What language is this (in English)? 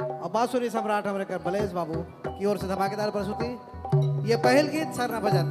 Sadri